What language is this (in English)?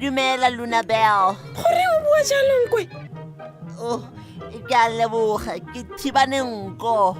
Tswana